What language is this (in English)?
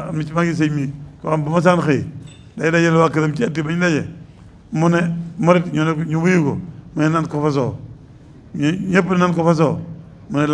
Wolof